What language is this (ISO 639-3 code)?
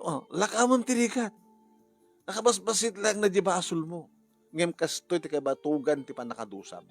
ilo